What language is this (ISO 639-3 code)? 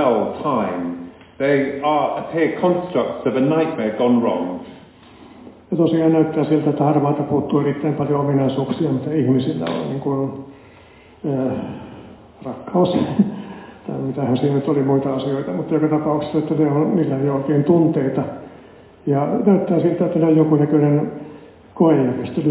fin